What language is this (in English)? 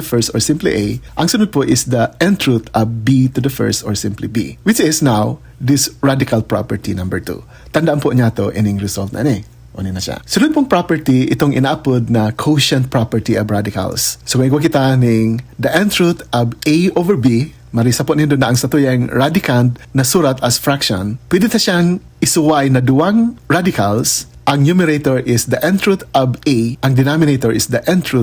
Bikol